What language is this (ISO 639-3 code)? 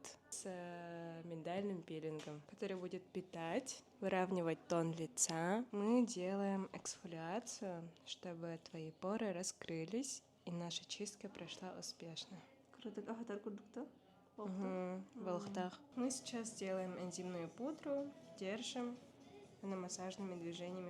sah